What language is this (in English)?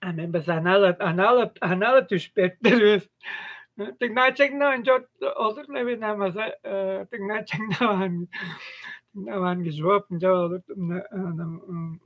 Tuvinian